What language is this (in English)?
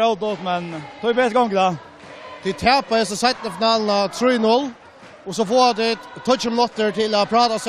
Faroese